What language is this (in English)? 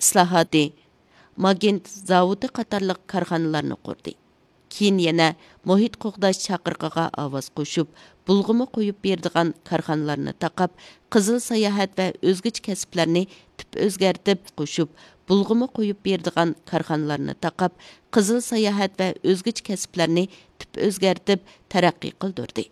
Uyghur